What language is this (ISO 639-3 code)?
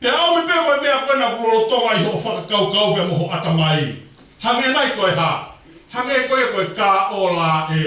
ton